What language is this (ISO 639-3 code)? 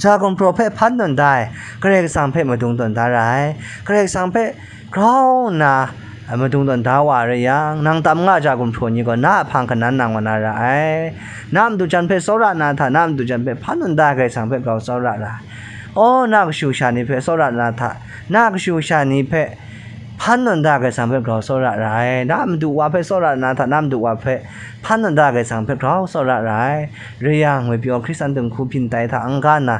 kac